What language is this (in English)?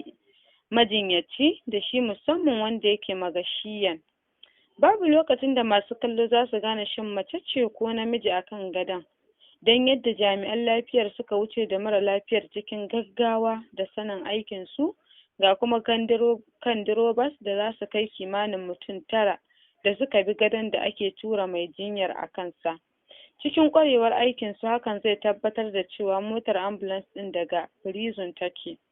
Hausa